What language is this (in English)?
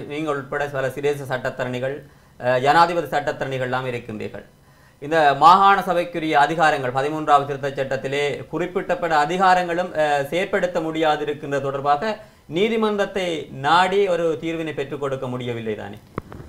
Tamil